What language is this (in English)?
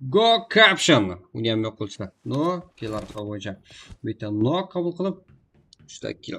Kara-Kalpak